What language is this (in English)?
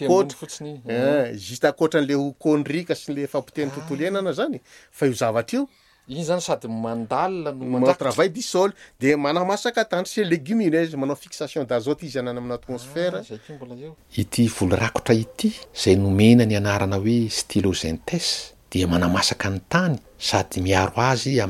Malagasy